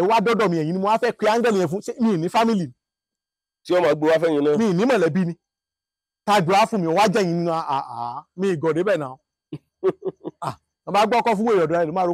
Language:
Yoruba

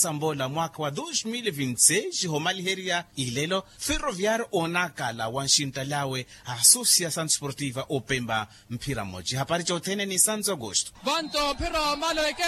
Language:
Makhuwa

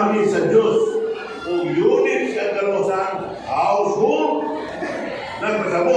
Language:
Cebuano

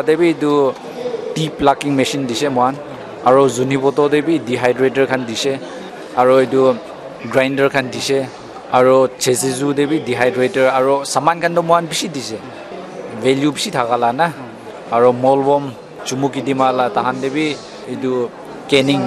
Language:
Naga Pidgin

